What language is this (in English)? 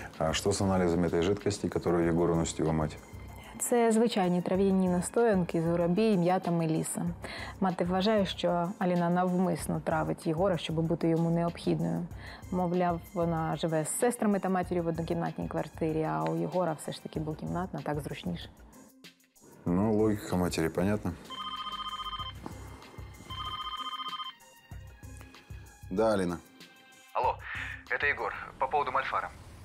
Russian